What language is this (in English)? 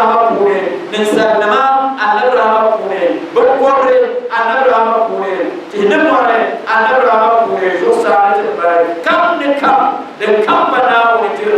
Dagbani